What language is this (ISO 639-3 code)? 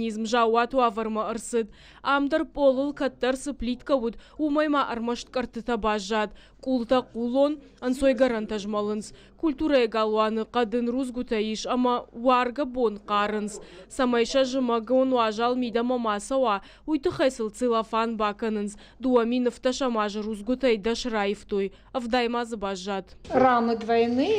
oss